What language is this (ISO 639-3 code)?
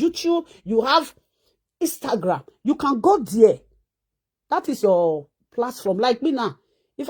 pcm